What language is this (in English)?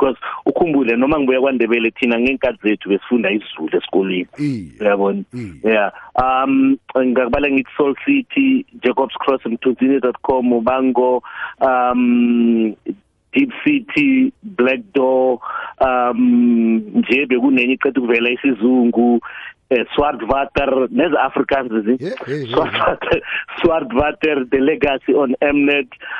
South Ndebele